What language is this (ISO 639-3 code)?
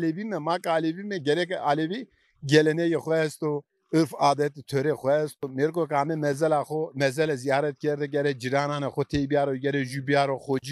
zza